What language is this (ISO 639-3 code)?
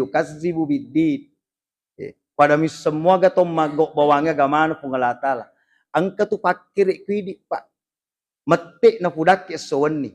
bug